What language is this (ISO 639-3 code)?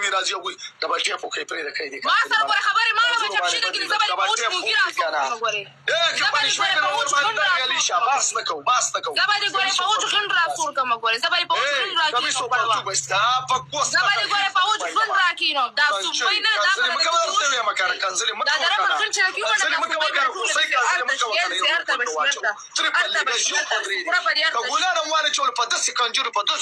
pus